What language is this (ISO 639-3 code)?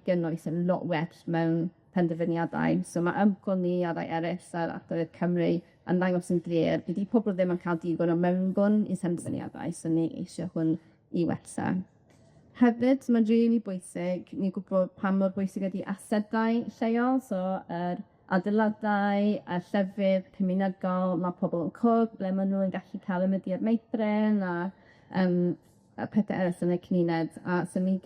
cym